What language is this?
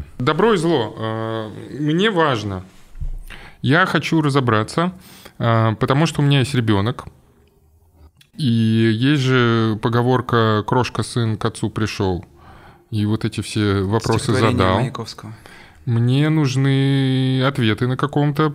Russian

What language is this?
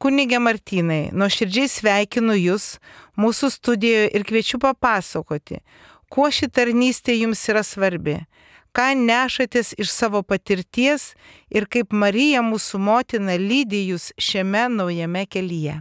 Lithuanian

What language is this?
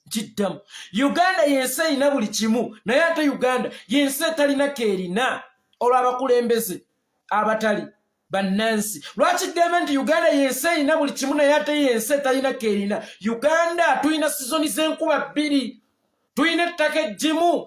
Ganda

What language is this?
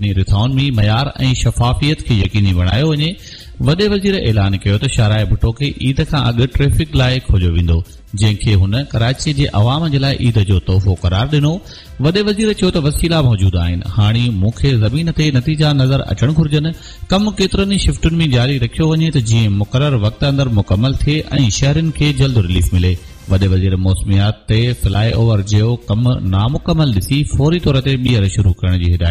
Sindhi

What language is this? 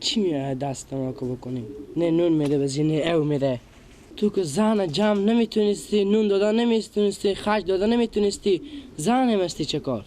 Persian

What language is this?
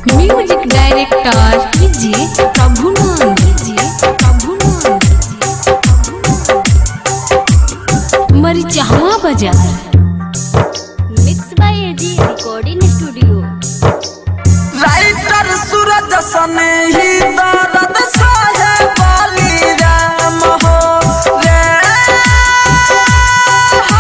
Bhojpuri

